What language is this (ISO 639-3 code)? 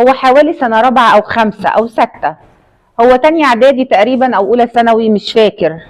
arz